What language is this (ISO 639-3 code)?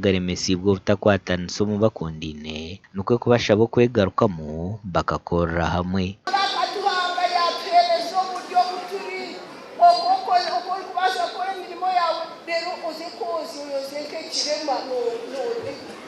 nyn